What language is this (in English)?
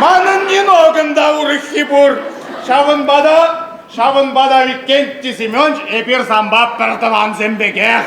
Chuvash